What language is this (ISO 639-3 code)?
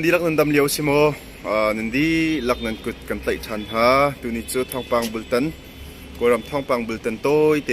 cnh